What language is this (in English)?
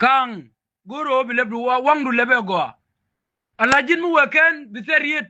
Nuer